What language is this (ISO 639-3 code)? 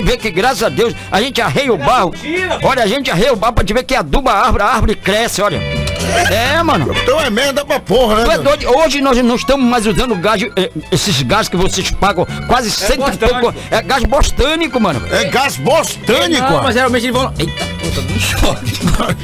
por